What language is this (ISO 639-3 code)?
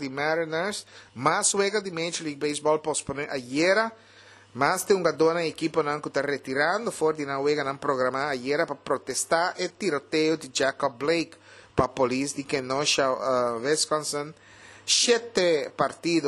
pap